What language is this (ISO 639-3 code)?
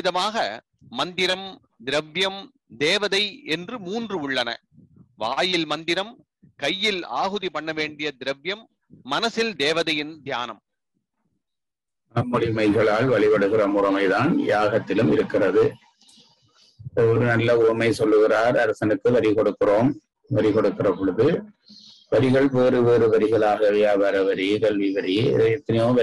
tam